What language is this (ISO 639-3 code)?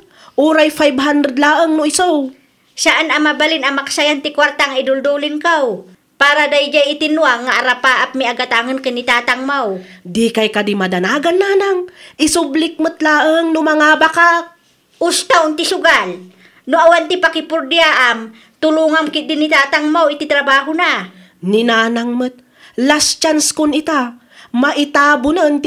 ilo